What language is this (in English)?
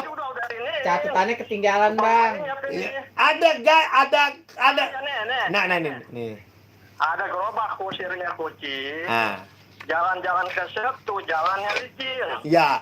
Betawi